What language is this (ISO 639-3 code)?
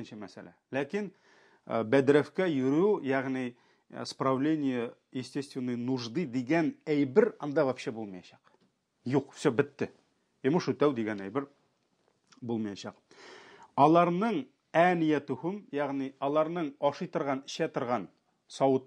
tat